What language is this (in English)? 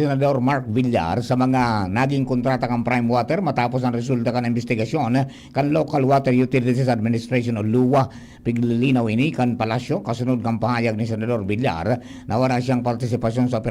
Bikol